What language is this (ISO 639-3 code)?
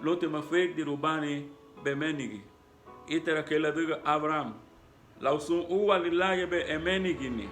cab